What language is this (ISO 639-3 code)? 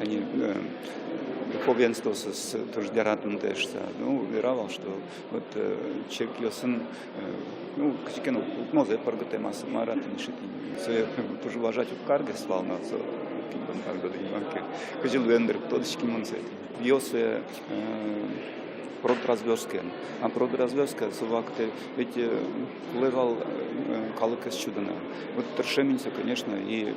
udm